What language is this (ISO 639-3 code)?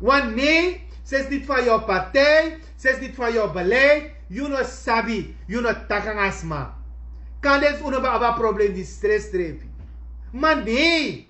srn